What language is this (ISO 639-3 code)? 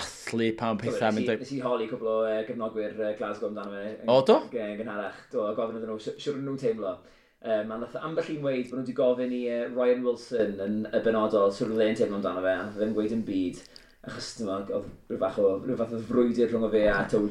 cym